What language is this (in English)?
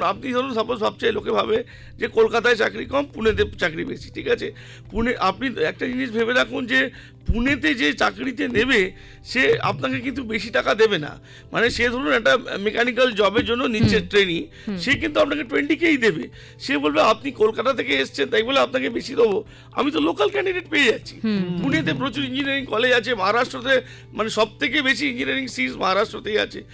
Bangla